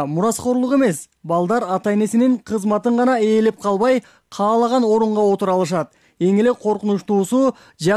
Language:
Kyrgyz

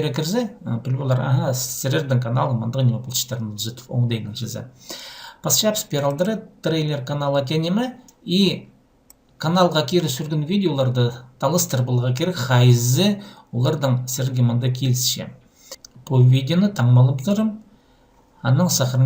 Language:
Khakas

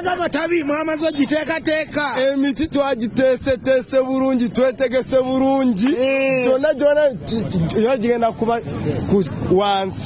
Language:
Ganda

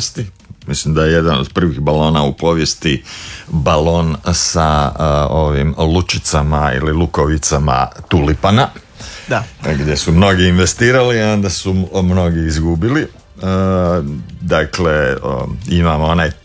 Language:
Croatian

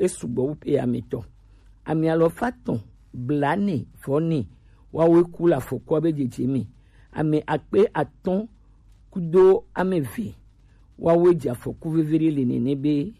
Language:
Gen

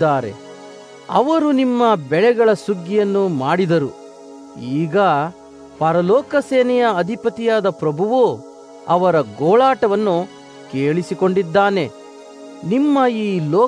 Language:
Kannada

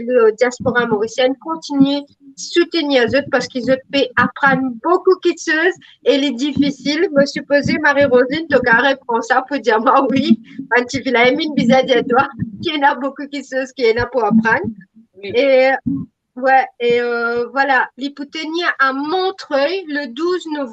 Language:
Morisyen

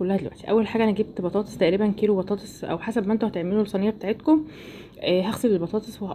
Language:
Egyptian Arabic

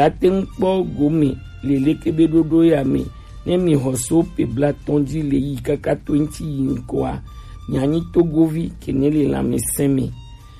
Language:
Gen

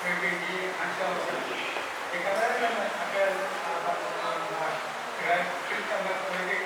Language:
Pohnpeian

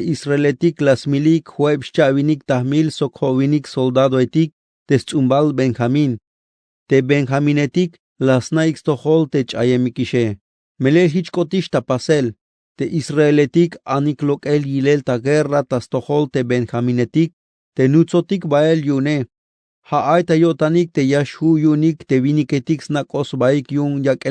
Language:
Tzeltal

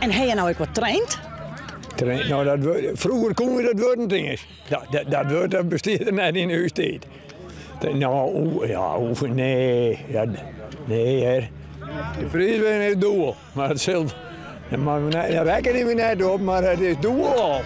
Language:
Western Frisian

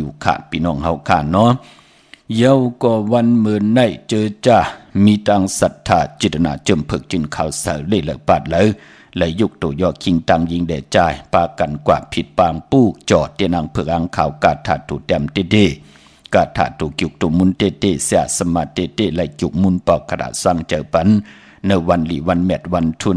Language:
Shan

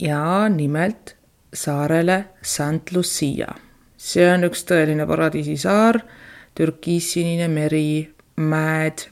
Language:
Estonian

